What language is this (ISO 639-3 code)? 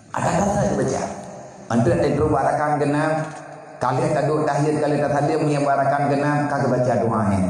ace